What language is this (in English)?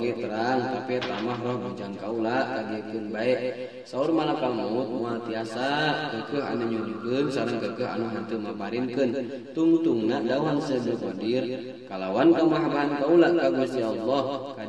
Sundanese